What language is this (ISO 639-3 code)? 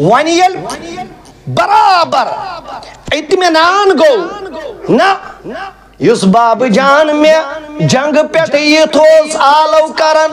kas